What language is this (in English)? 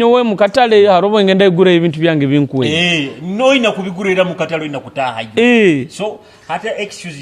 Nyoro